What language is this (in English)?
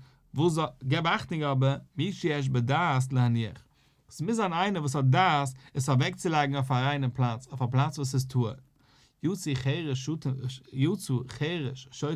Yiddish